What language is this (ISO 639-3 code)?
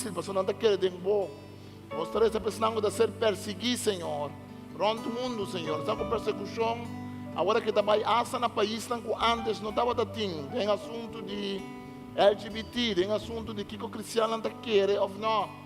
pap